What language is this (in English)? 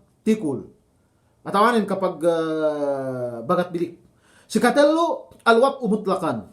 Yakan